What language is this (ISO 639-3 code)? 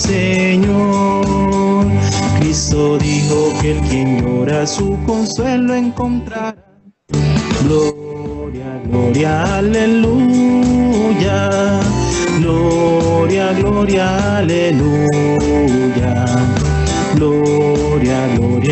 spa